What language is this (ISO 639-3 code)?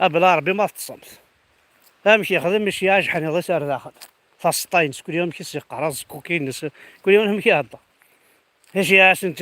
kab